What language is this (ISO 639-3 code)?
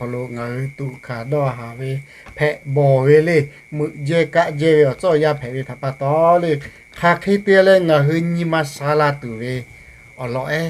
lhu